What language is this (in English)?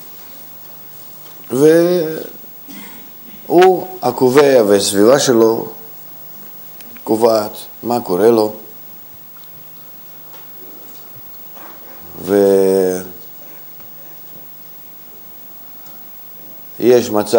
Hebrew